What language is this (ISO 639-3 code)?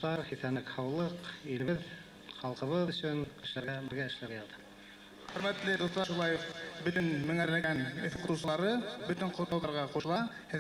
bak